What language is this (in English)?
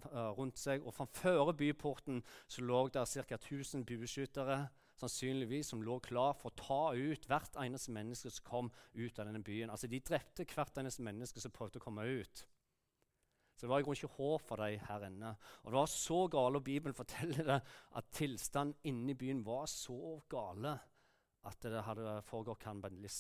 Norwegian